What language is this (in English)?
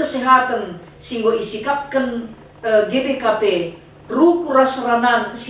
Batak Karo